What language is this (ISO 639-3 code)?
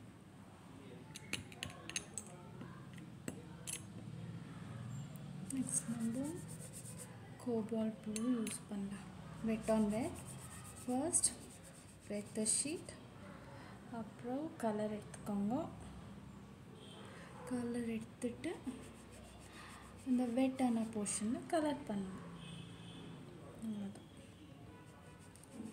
tam